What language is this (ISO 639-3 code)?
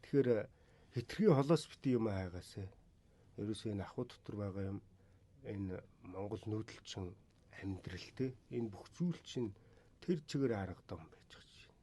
mon